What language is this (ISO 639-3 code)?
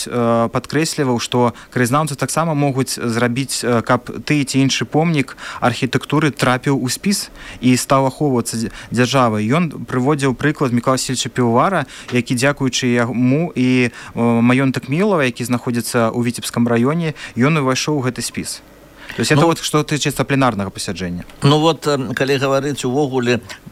bel